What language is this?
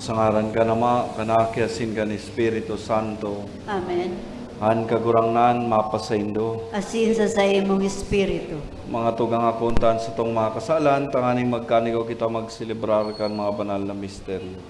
Bikol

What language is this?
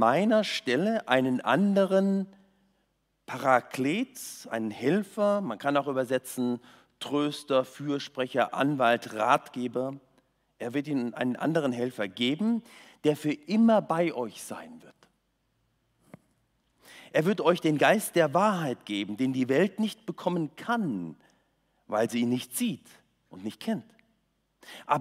German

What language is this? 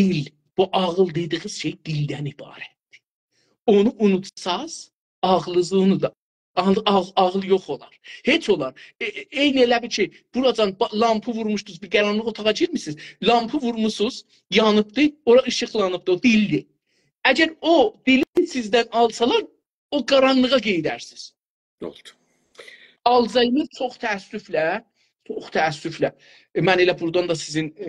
South Azerbaijani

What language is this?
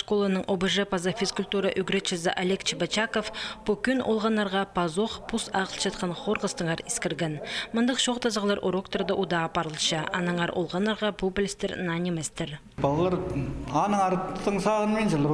Khakas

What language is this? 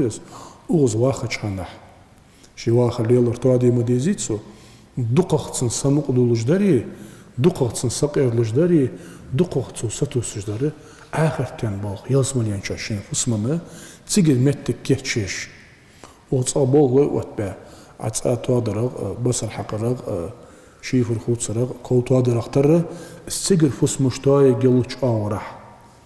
Ingush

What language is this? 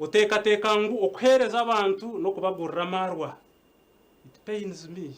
Nyankole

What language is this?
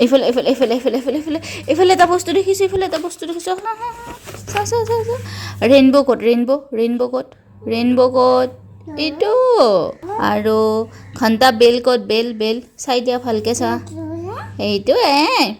Assamese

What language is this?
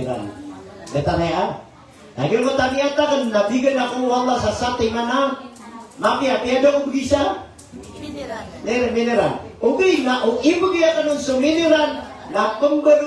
Maranao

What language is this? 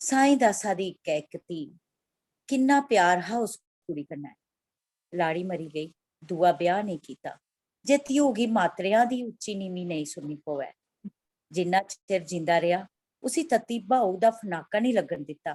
Dogri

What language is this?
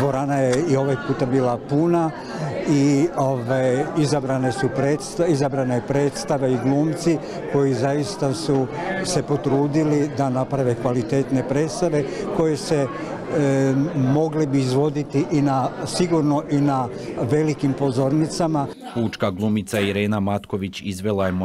Croatian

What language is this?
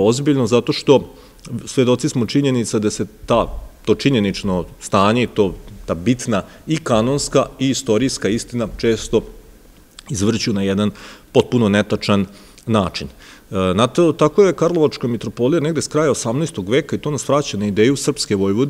Serbian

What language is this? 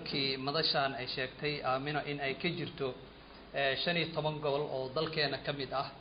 Somali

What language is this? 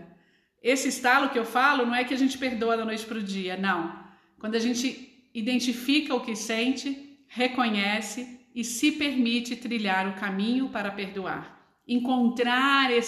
Portuguese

